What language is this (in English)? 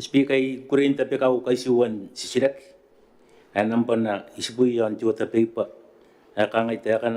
Gilbertese